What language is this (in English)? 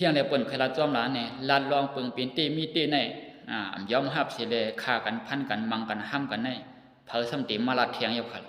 Shan